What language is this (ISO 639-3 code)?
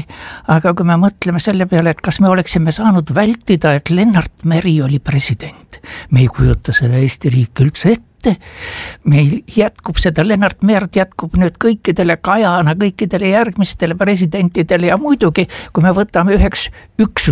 est